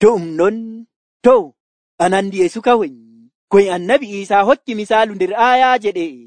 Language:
Nigerian Fulfulde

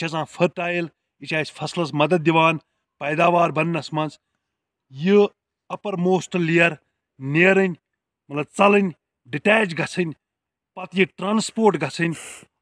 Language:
Kashmiri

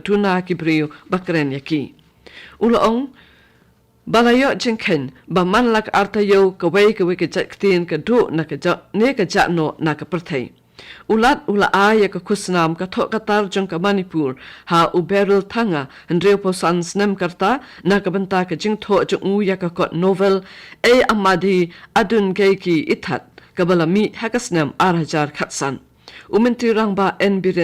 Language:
Khasi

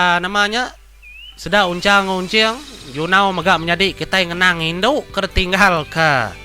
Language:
Iban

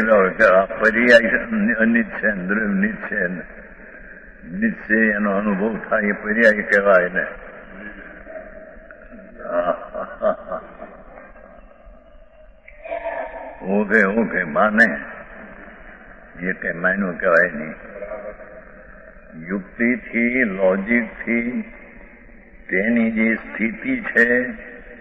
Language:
Gujarati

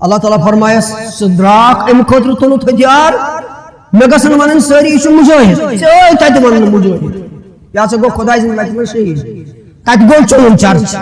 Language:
Kashmiri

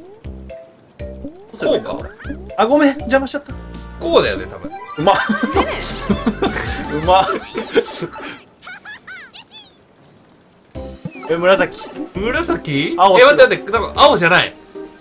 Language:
Japanese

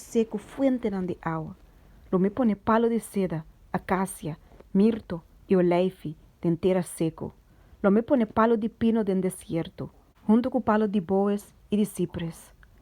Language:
Papiamento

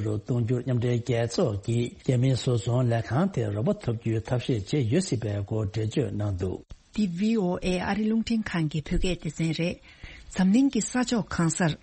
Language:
Tibetan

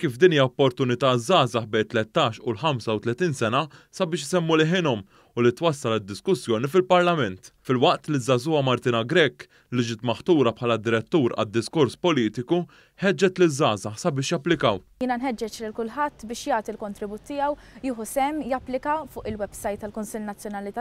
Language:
Maltese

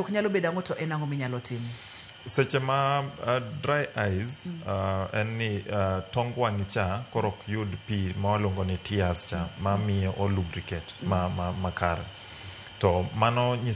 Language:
Luo (Kenya and Tanzania)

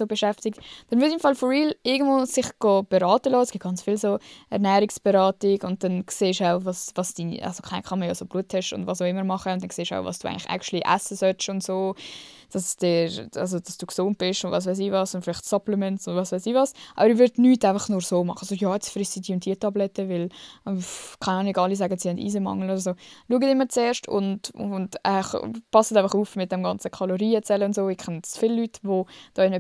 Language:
Swiss German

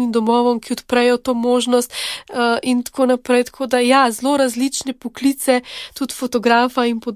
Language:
Slovenian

